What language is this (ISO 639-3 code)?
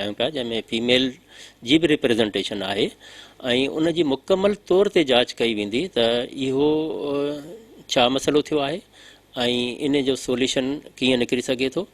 snd